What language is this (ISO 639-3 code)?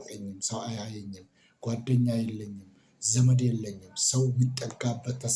amh